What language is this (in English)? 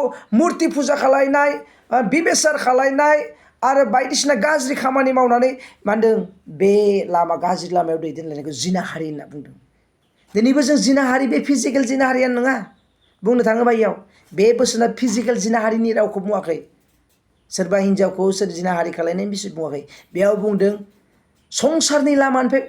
Bodo